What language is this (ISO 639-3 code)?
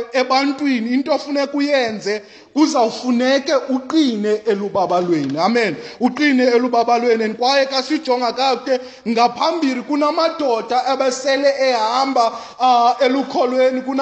xho